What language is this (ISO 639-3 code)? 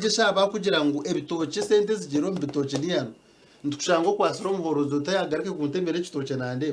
nyn